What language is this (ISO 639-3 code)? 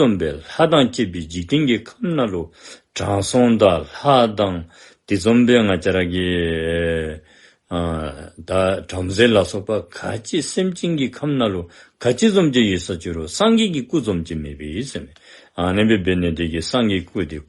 dzo